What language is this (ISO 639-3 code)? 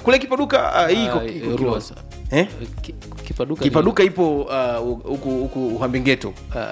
swa